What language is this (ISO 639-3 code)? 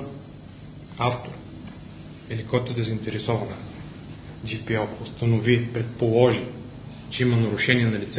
bul